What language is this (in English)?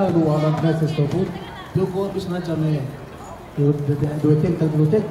Yakan